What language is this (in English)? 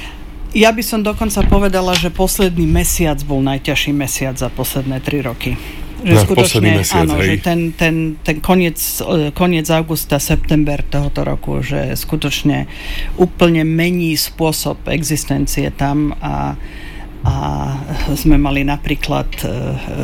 Slovak